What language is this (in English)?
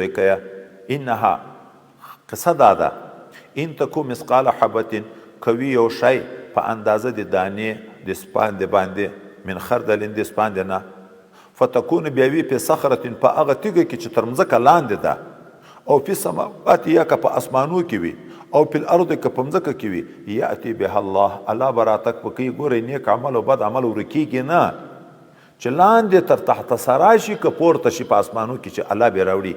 Pashto